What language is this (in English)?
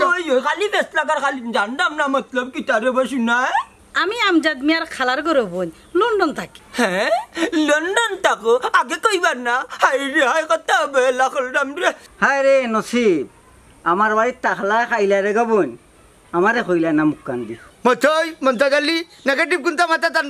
Sylheti